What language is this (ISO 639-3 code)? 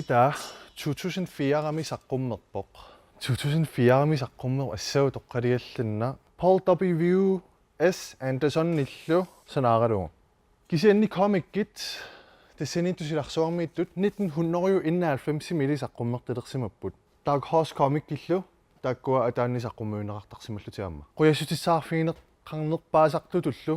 kal